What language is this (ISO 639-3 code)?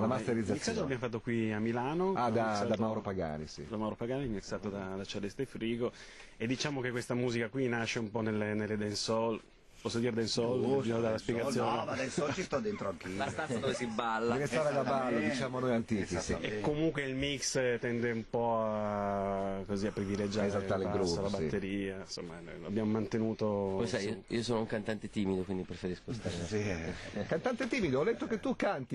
ita